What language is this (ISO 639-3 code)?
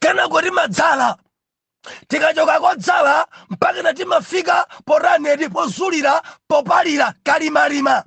nya